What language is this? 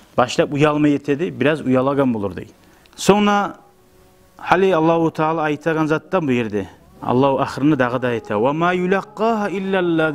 Kumyk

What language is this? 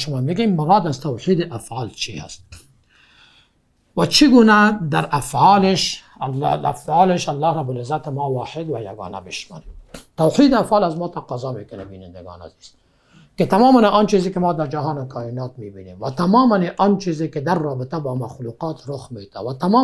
Persian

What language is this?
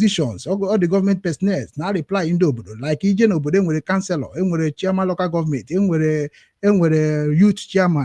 Igbo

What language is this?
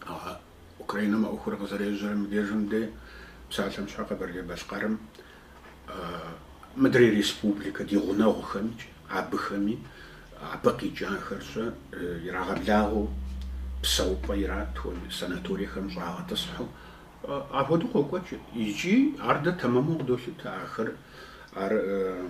Kabardian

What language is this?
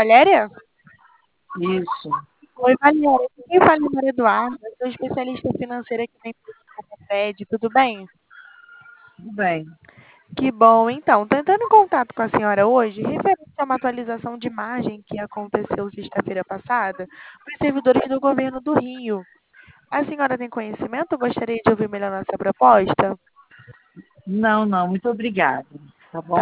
Portuguese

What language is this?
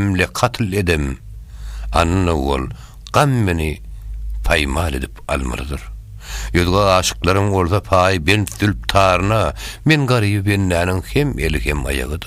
Turkmen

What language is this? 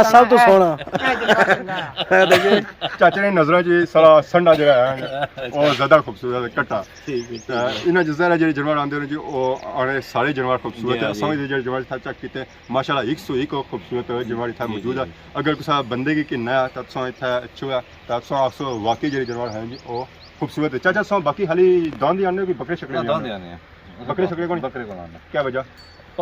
Pahari-Potwari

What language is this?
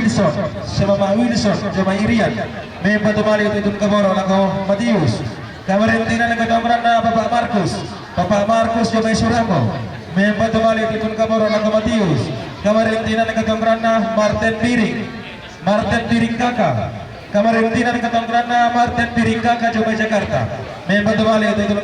Toraja-Sa'dan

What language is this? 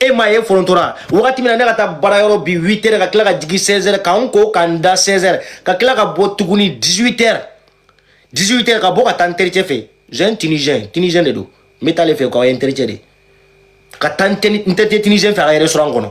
Bambara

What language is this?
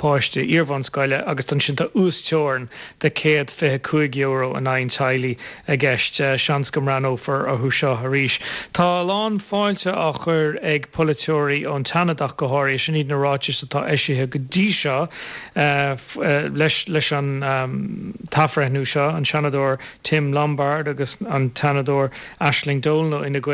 Irish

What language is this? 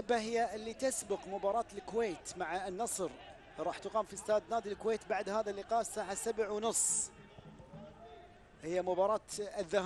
Gulf Arabic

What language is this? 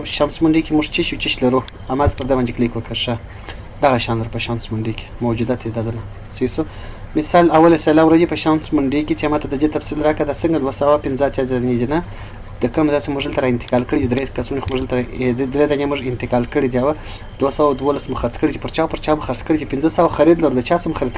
Pashto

